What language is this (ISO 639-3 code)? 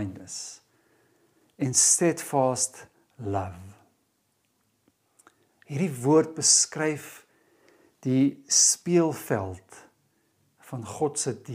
afr